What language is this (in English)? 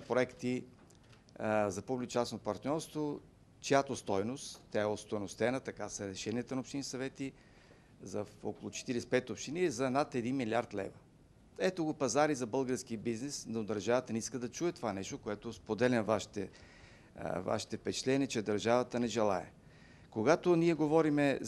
Bulgarian